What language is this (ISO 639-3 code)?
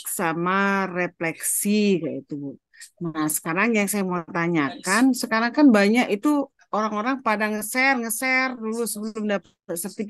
ind